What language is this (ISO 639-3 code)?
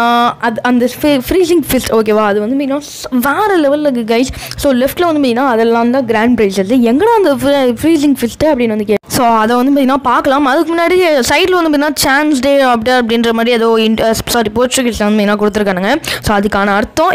tam